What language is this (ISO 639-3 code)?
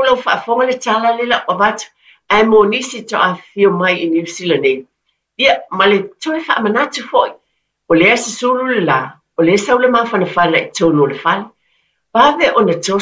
smo